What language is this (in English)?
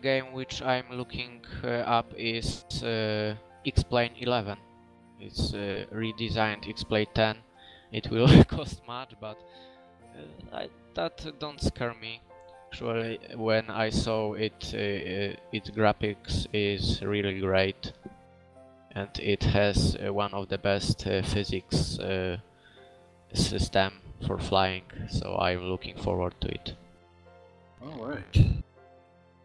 English